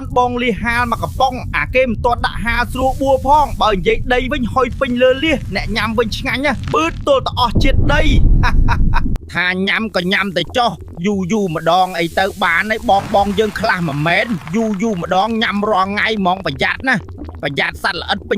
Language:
Khmer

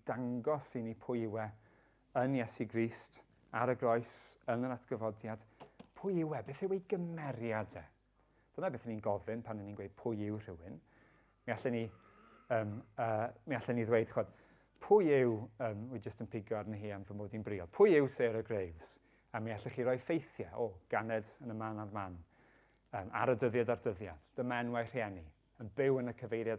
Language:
Welsh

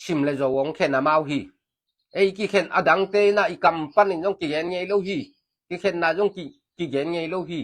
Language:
Tedim Chin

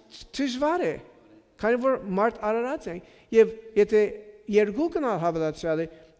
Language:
Armenian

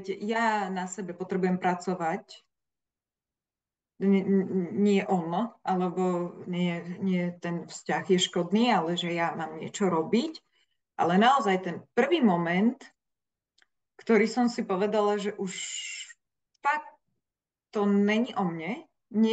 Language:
Slovak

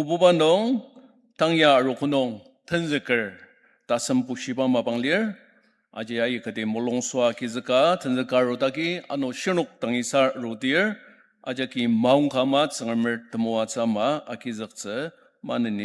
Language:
Ao Naga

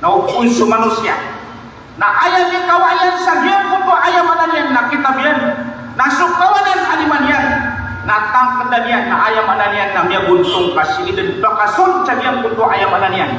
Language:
Maranao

